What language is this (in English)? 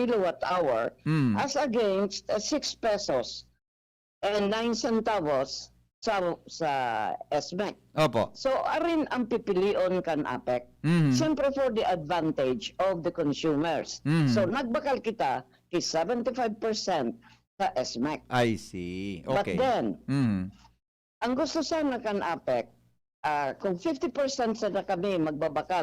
Bikol